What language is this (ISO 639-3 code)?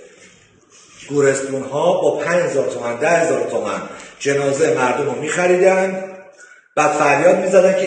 fas